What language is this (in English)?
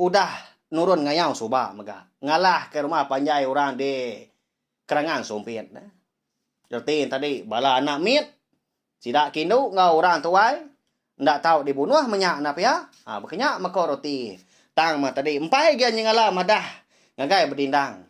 Iban